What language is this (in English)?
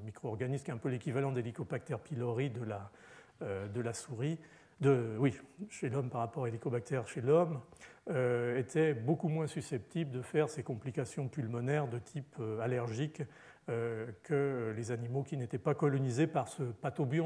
French